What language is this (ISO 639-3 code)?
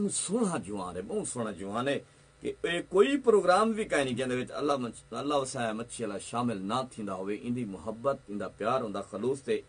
skr